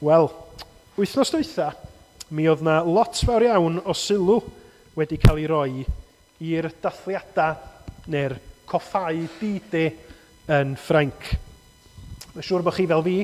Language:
Welsh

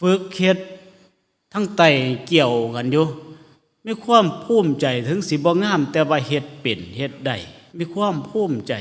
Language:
Northeastern Thai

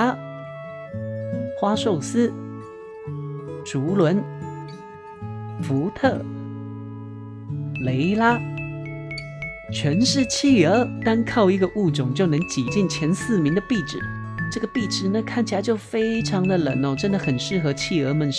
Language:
Chinese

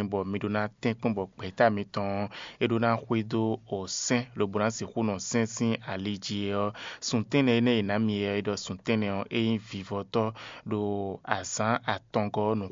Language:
Fon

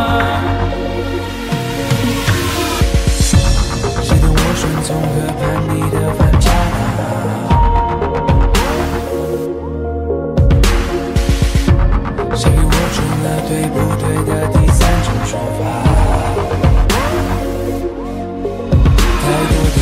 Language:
Chinese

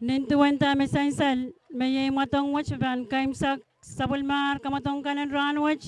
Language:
Pohnpeian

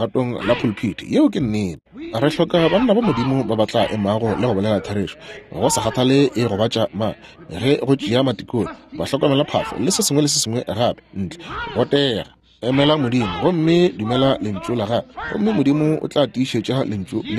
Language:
Northern Sotho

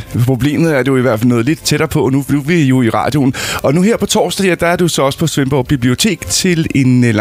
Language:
Danish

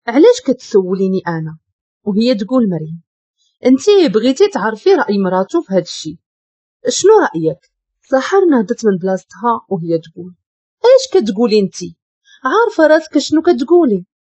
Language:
Moroccan Arabic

